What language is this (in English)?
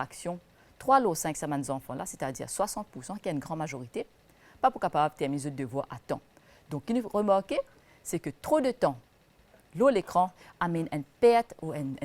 Morisyen